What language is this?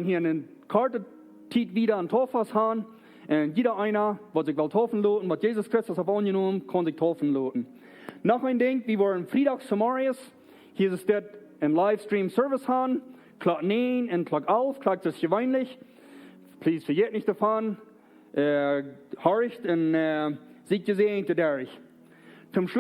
Plautdietsch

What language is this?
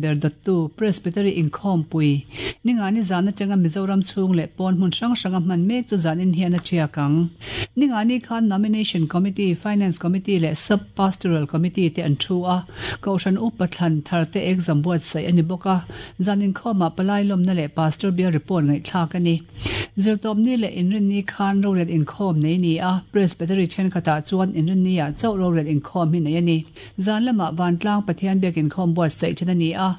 Mizo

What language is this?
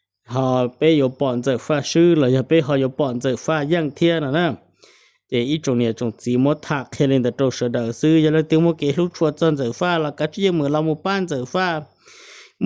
Hmong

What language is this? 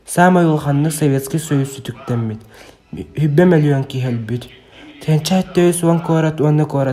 Yakut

